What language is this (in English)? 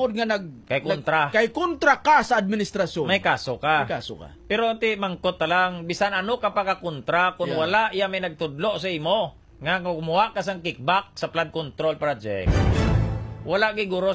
Hiligaynon